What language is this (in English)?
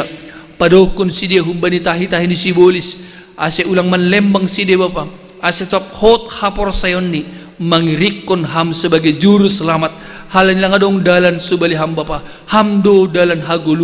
Batak Simalungun